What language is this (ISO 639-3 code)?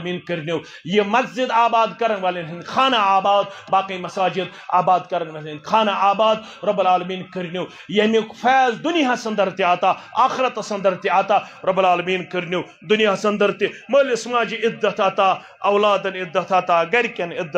kas